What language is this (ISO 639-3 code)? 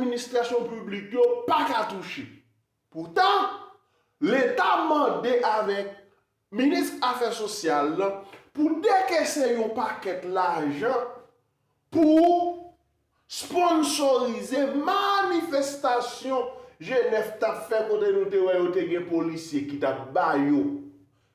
hat